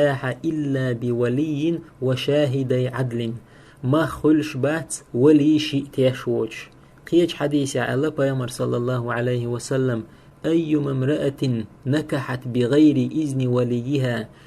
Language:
Chechen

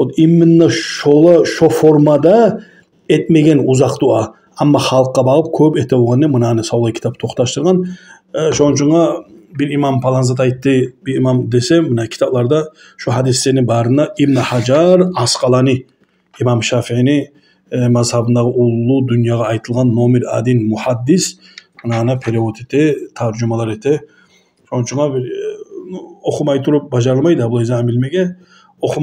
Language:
Kumyk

